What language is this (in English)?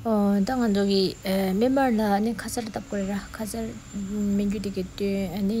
Tibetan